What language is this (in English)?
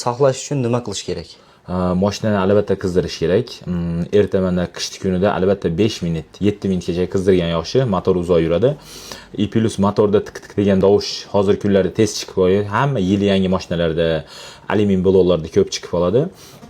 Uzbek